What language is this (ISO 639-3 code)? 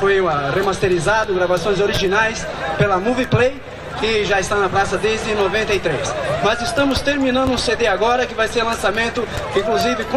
por